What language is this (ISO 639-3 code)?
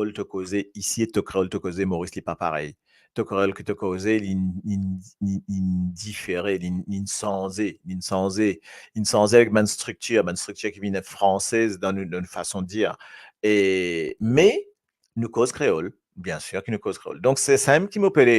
mfe